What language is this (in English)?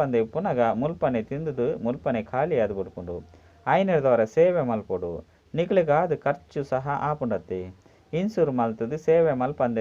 Tulu